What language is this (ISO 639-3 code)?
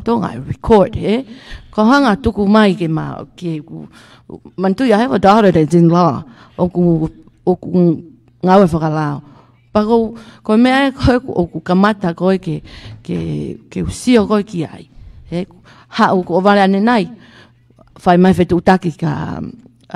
ton